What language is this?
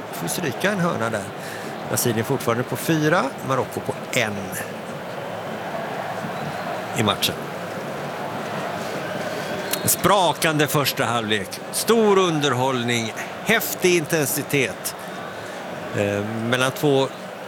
Swedish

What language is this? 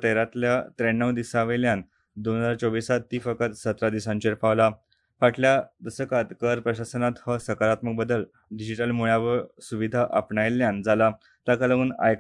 Konkani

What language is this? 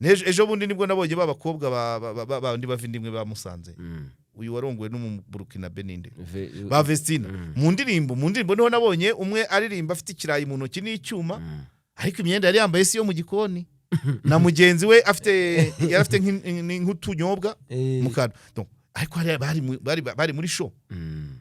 Kinyarwanda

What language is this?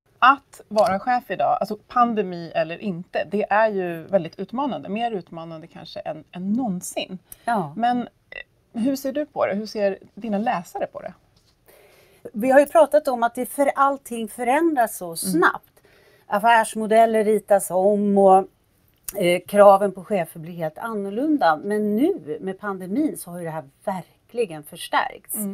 Swedish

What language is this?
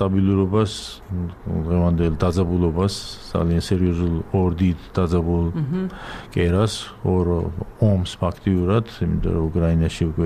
Georgian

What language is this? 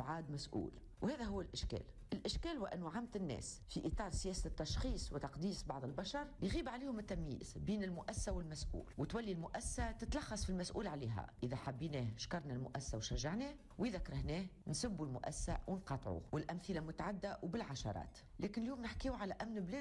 Tunisian Arabic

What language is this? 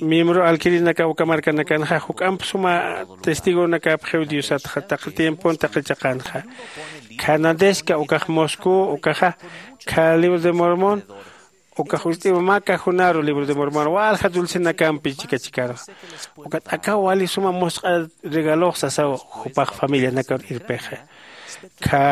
Aymara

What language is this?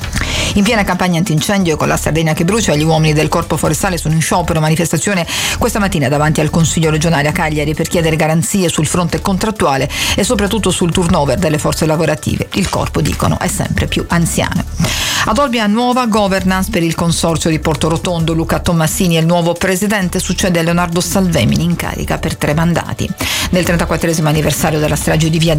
Italian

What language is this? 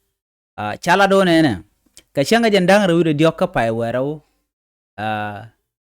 Nuer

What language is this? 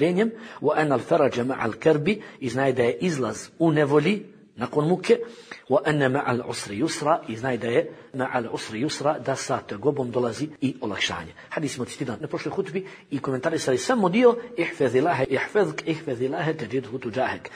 Bosnian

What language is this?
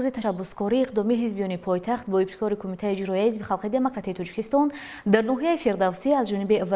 Tajik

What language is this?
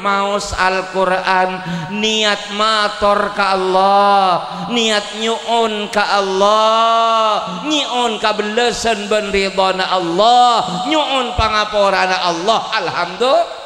Madurese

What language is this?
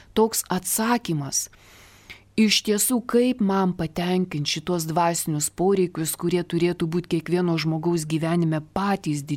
Lithuanian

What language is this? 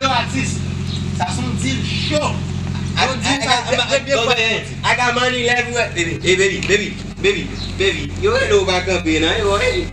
Haitian Creole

